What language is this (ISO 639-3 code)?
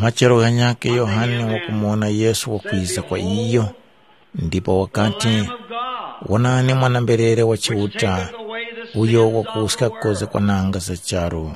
tum